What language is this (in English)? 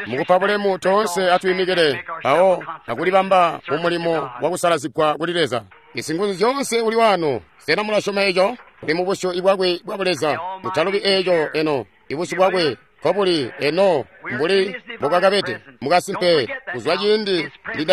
Tonga (Zambia)